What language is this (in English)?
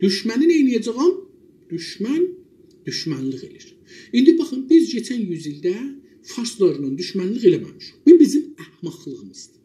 South Azerbaijani